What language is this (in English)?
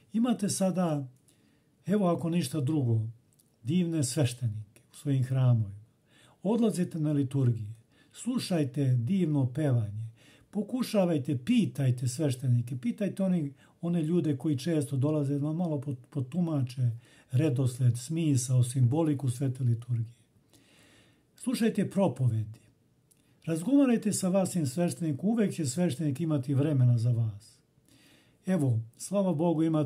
Serbian